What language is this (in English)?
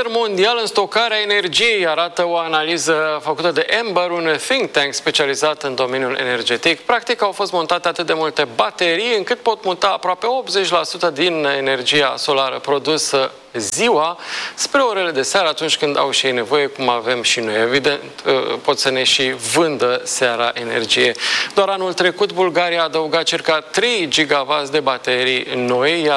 Romanian